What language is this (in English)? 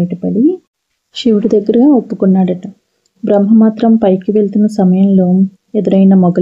Telugu